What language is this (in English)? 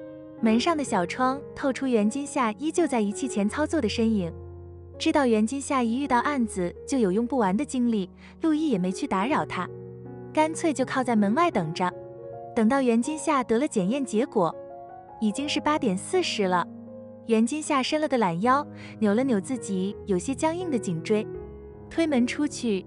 Chinese